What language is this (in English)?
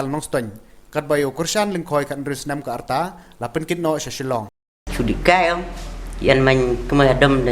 Khasi